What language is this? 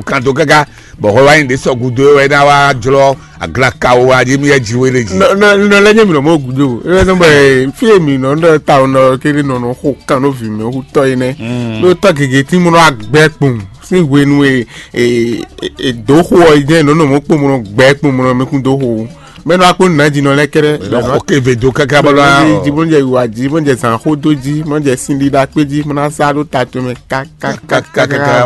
Fon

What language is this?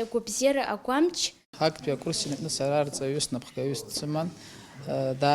Abkhazian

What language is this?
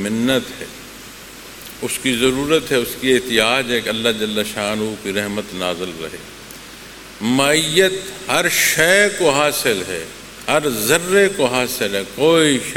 Urdu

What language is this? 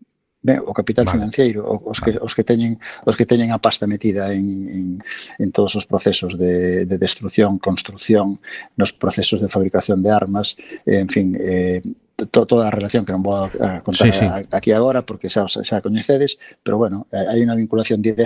Galician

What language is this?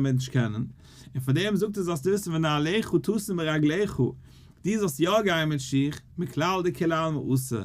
Yiddish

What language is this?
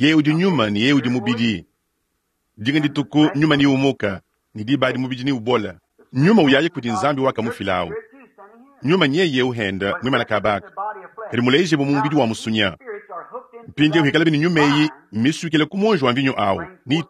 Luba-Lulua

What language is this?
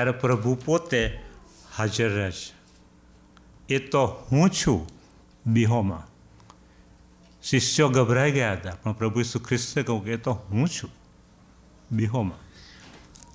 Gujarati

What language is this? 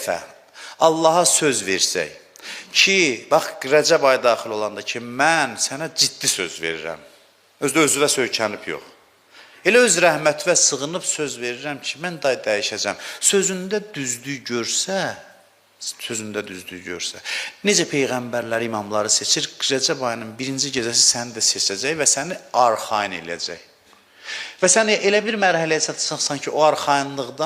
Azerbaijani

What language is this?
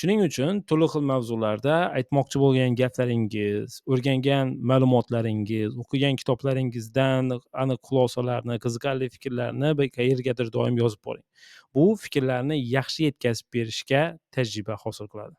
Uzbek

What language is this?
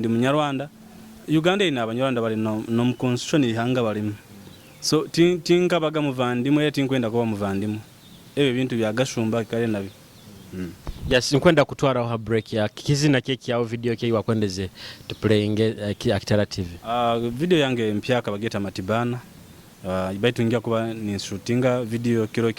Nyoro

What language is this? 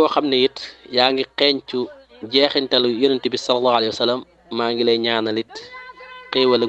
Wolof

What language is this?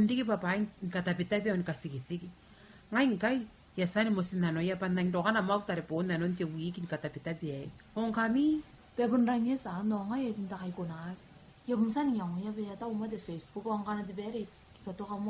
Gilbertese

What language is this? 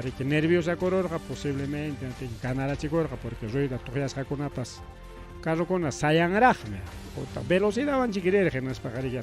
Ayacucho Quechua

